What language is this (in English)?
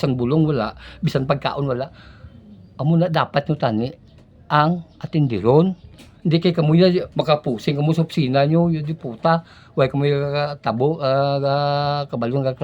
Hiligaynon